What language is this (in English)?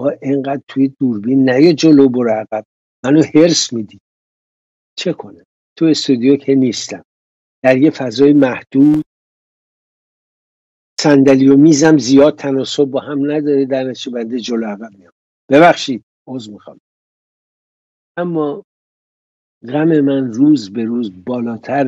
Persian